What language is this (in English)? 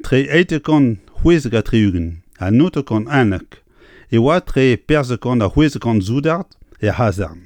Breton